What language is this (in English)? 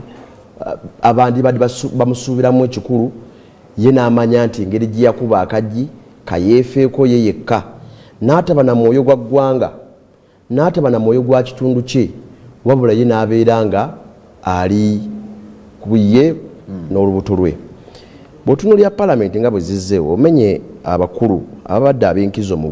Ganda